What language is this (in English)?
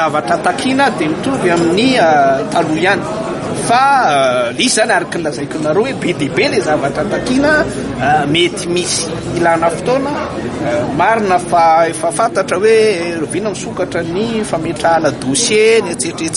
Malagasy